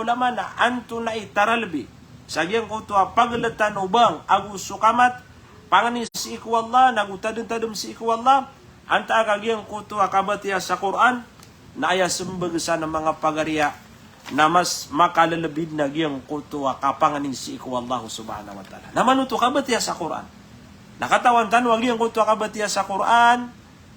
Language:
Maranao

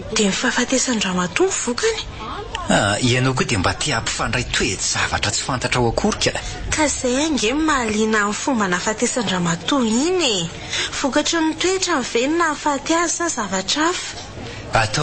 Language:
Malagasy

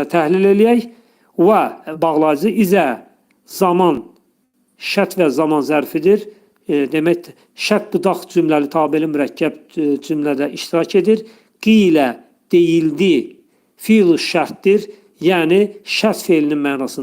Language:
Azerbaijani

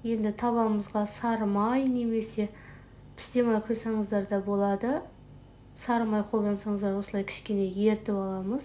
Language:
Kazakh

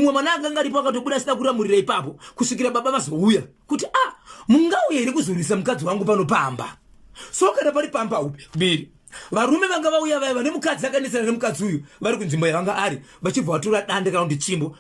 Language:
Shona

